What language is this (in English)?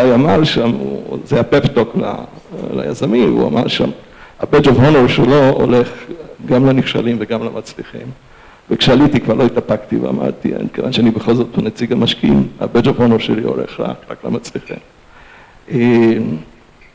Hebrew